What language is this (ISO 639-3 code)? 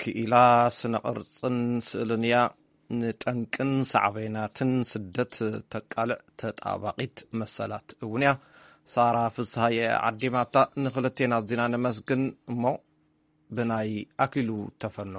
tir